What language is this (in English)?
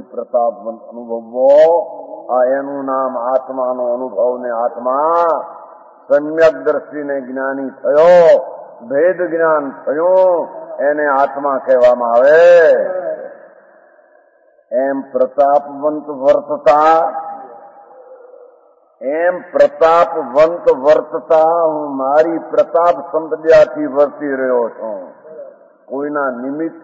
Gujarati